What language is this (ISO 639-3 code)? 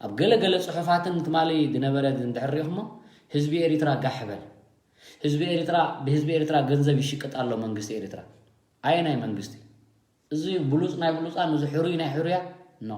tir